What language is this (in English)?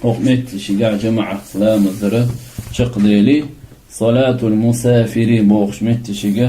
Chechen